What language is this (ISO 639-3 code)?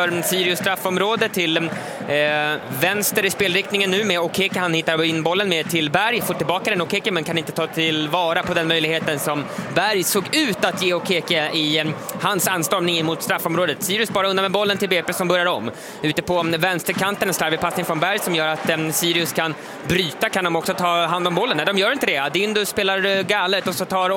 swe